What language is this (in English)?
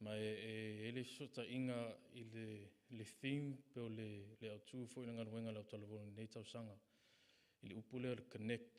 Samoan